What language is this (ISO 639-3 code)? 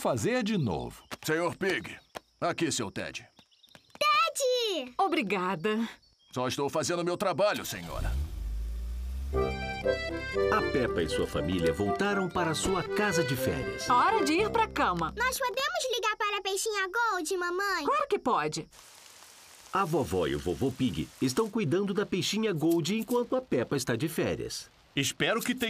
por